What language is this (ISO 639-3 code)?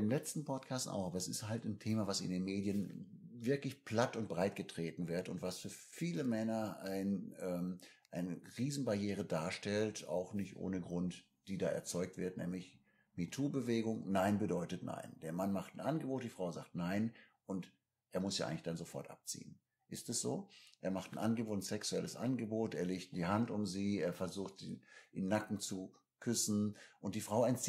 deu